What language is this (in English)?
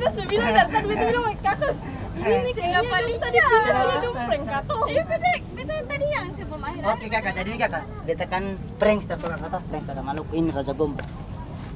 Ambonese Malay